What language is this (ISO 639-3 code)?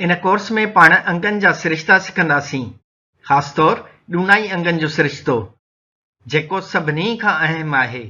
snd